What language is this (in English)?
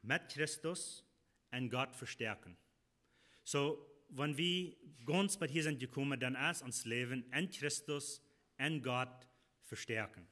Plautdietsch